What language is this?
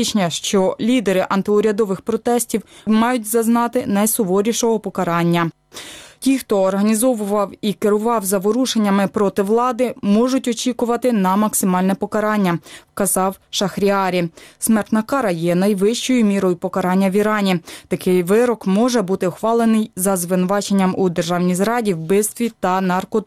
Ukrainian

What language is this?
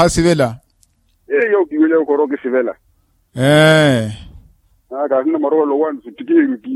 Makhuwa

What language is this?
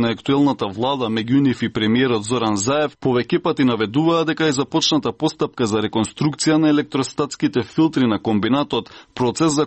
Macedonian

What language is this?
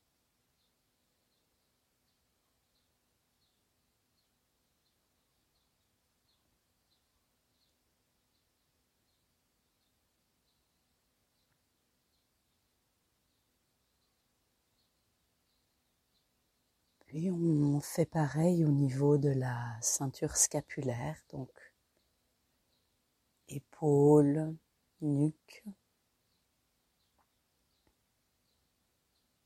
French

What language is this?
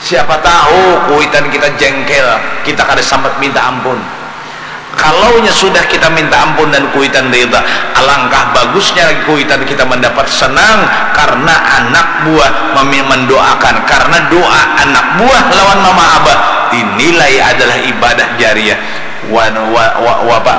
Banjar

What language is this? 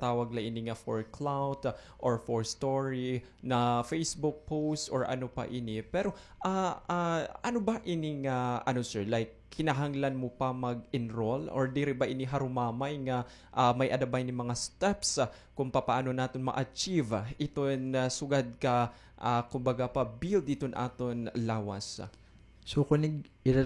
Waray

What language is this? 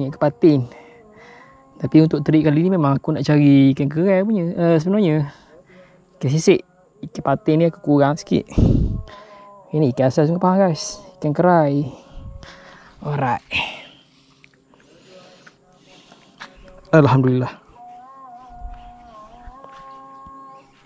Malay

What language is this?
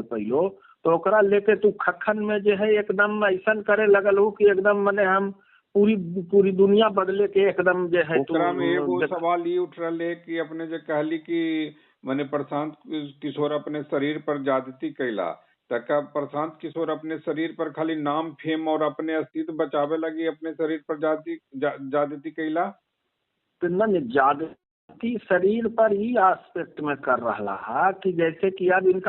Magahi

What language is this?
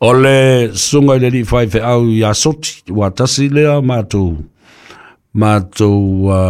Samoan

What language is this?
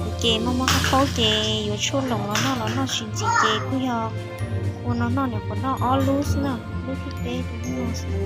Hmong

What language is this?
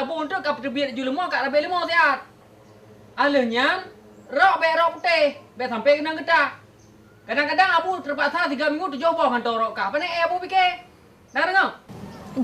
Achinese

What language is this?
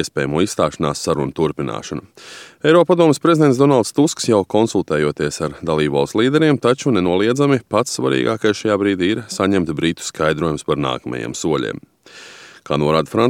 Latvian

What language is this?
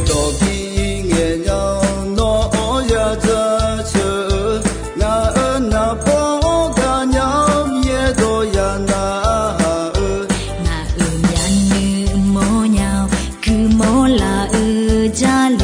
Akha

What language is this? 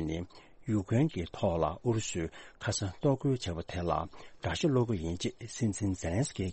Tibetan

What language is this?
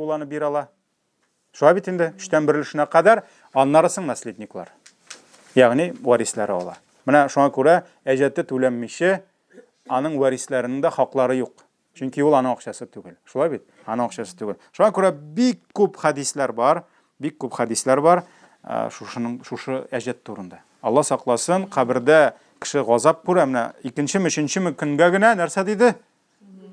Tatar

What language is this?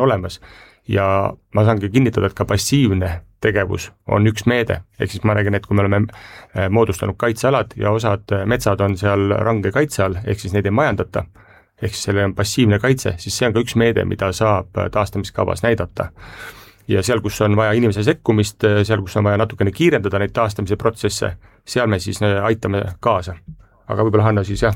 Estonian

